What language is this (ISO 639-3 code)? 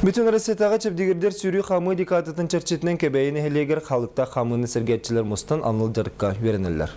sah